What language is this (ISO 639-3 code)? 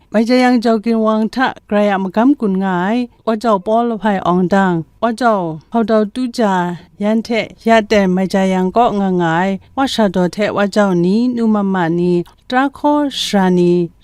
kac